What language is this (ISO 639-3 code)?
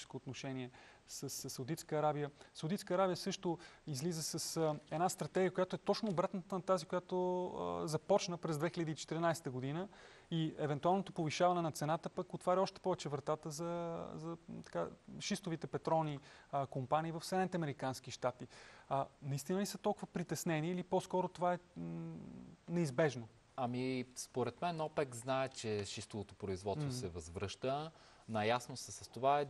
bul